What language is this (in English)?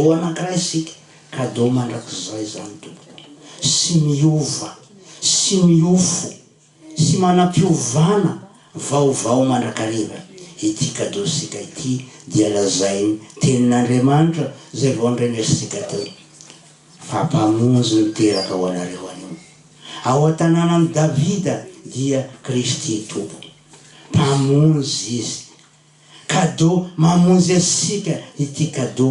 Malagasy